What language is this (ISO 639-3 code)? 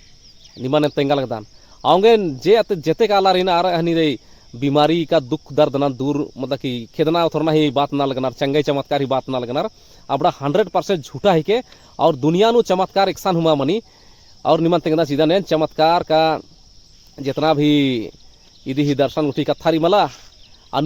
kru